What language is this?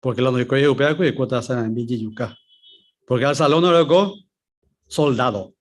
Guarani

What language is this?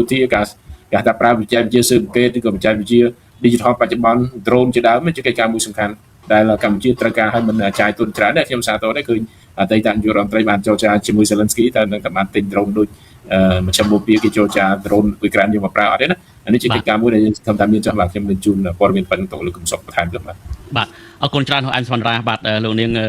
Khmer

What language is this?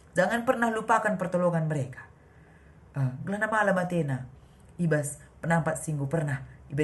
Batak Karo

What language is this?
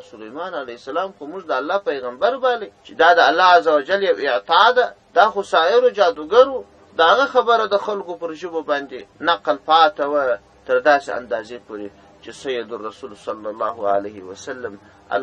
Pashto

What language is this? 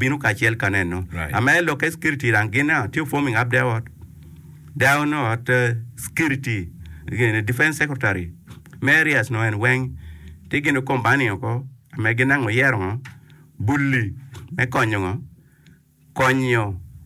Acoli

